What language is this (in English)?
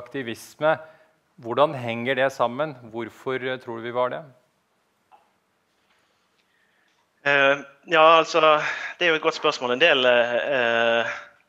Norwegian